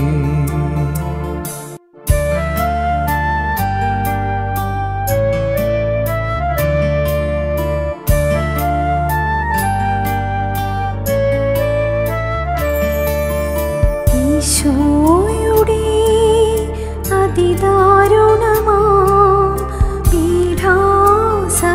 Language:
Malayalam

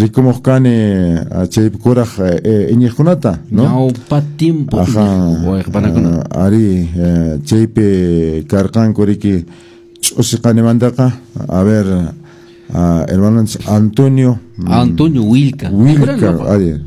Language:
Quechua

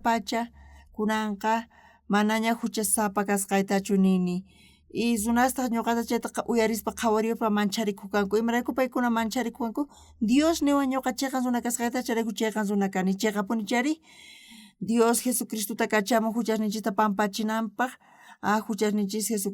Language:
South Bolivian Quechua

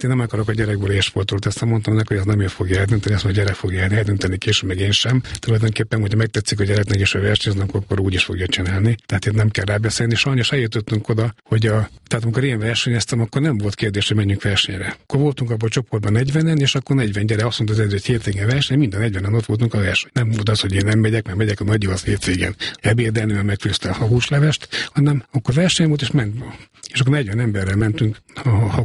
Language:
Hungarian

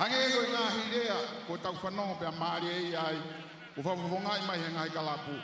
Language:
Tongan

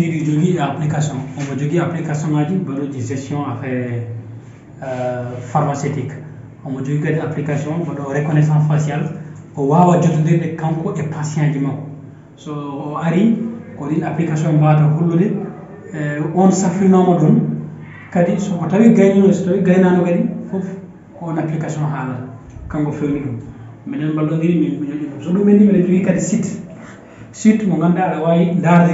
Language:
Fula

